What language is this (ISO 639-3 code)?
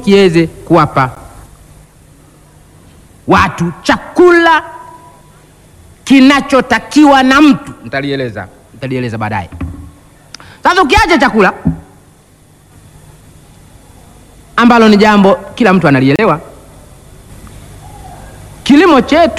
swa